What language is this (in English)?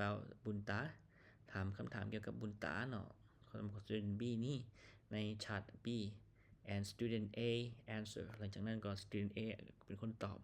Lao